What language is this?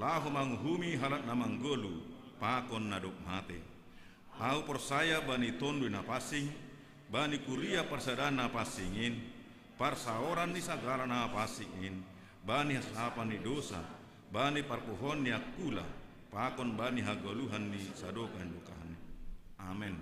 Batak Simalungun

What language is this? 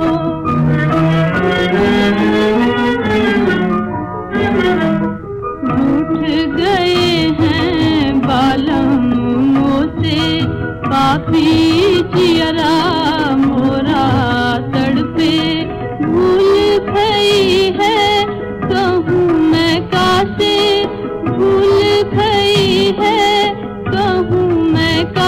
Hindi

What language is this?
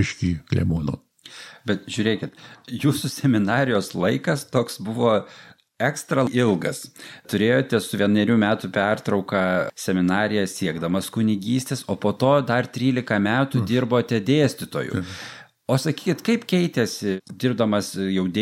Lithuanian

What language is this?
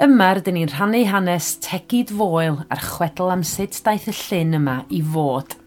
Welsh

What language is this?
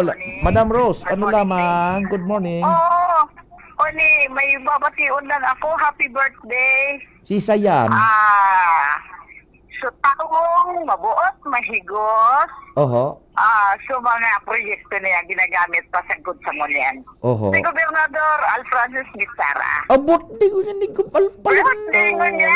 Bikol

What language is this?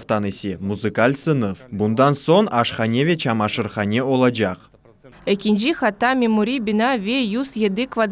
Crimean Tatar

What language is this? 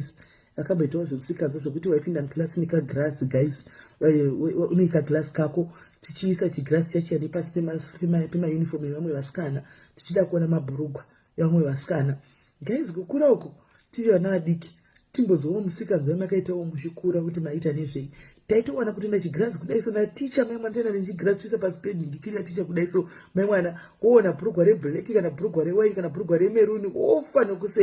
Shona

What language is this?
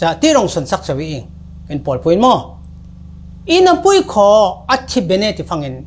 Falam Chin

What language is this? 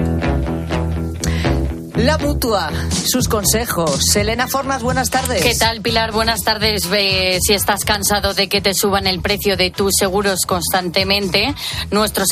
Spanish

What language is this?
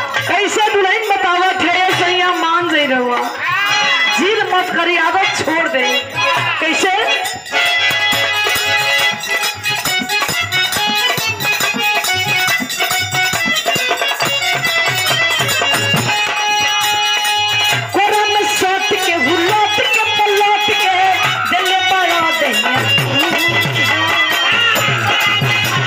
Bhojpuri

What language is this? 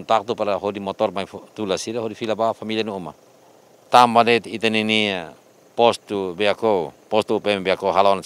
Tetum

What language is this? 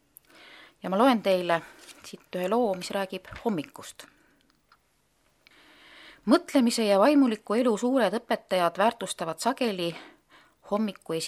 Estonian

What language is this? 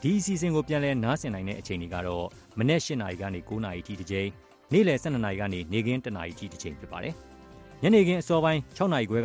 Burmese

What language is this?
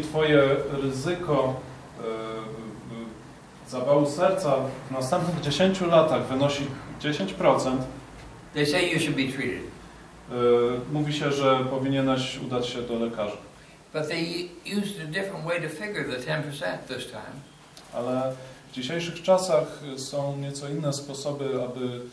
Polish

